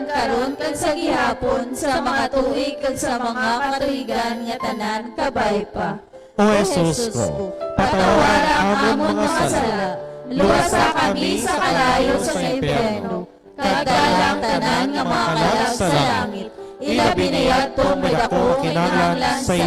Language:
Hiligaynon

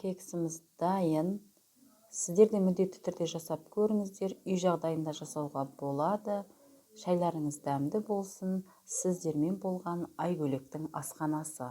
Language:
Kazakh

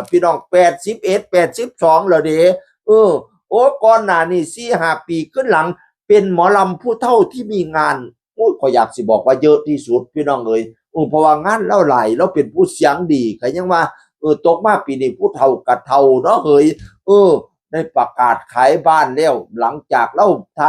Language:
Northeastern Thai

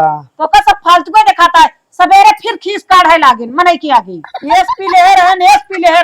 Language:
Awadhi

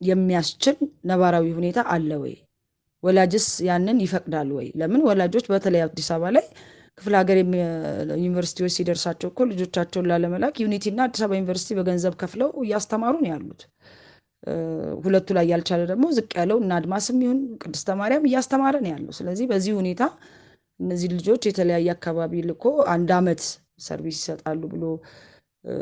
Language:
Amharic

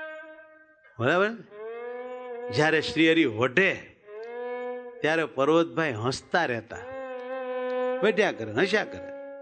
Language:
Gujarati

